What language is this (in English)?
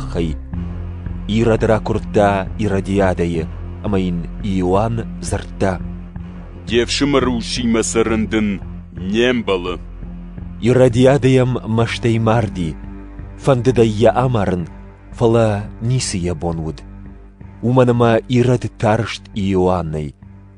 Ossetic